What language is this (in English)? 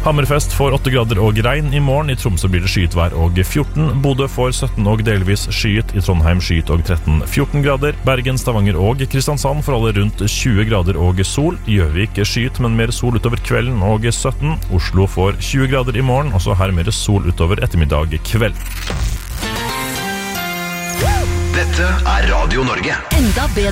Norwegian